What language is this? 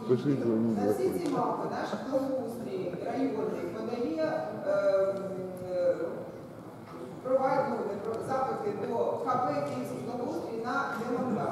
Ukrainian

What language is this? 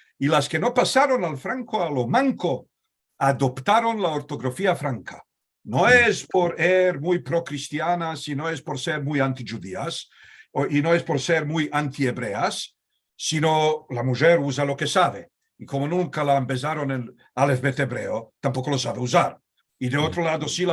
Ladino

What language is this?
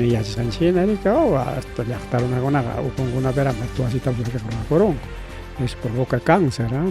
Ayacucho Quechua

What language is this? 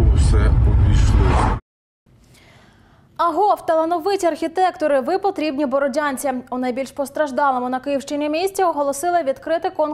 Ukrainian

